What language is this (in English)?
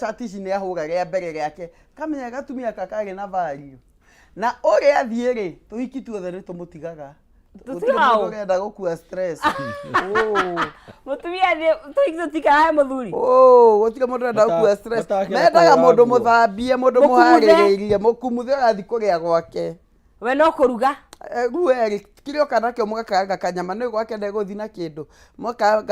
Kikuyu